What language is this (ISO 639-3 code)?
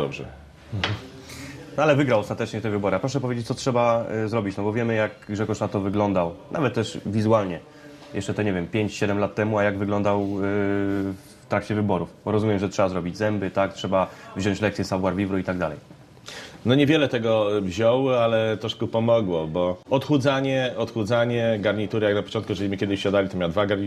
pol